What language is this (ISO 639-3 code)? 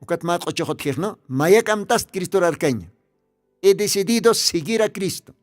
aym